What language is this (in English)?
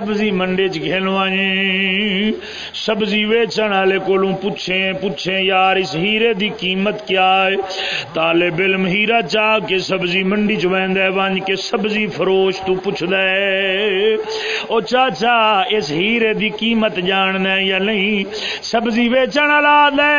Saraiki